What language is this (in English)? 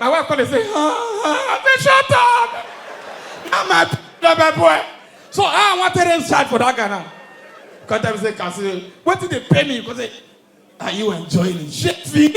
Nigerian Pidgin